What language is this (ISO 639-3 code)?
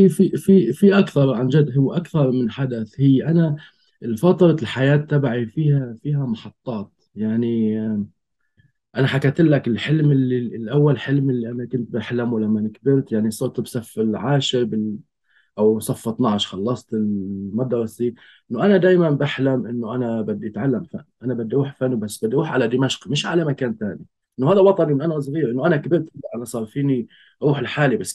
apc